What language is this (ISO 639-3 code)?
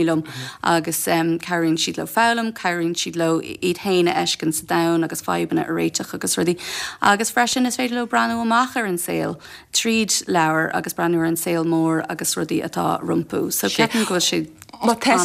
gle